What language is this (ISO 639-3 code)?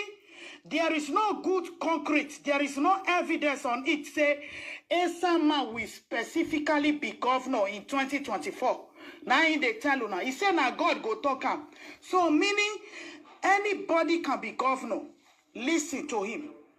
pcm